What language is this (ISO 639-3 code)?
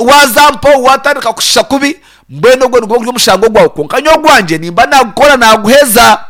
nyn